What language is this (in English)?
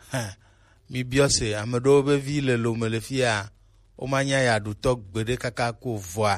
Gen